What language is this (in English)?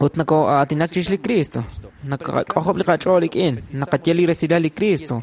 Kekchí